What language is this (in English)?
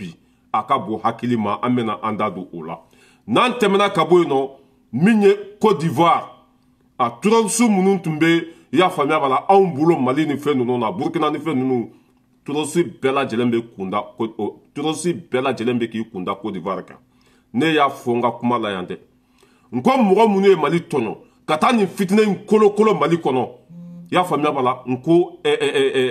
Bambara